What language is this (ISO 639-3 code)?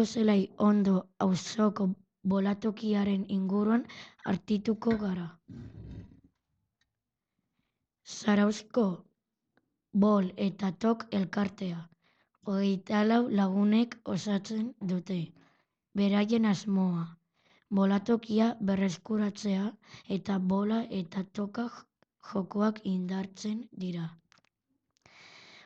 eus